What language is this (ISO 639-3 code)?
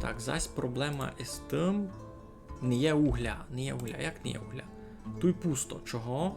rue